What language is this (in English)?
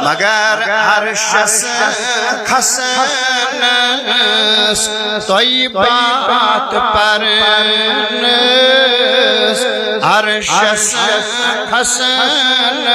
Kashmiri